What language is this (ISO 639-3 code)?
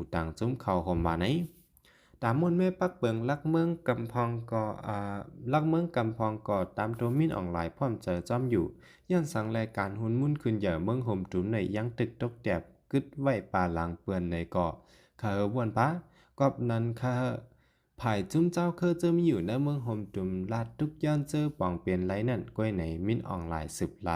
shn